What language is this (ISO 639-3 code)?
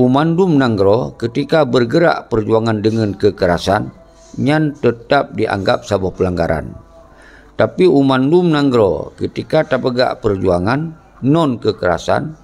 ace